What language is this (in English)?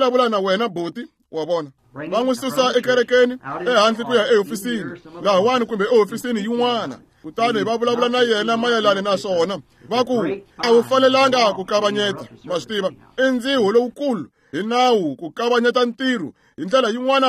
Tsonga